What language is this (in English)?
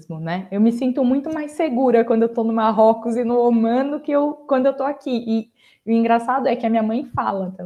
Portuguese